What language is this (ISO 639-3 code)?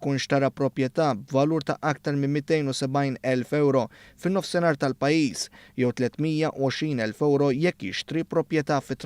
mlt